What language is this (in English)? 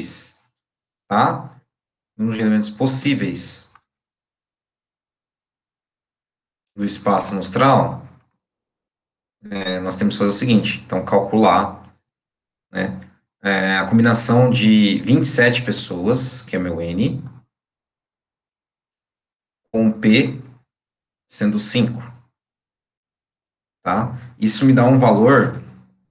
Portuguese